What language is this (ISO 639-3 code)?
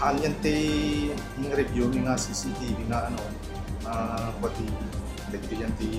ilo